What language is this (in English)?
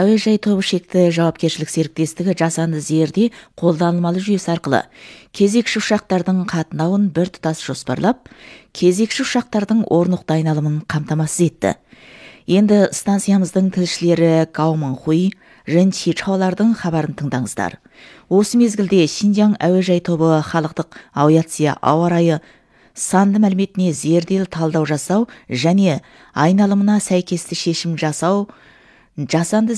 Kazakh